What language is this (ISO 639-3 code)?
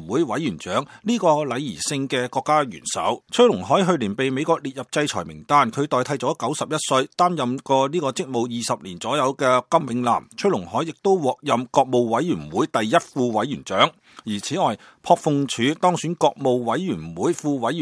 yue